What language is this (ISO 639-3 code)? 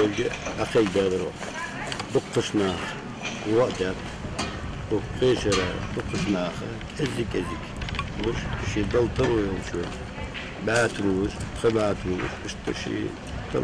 inh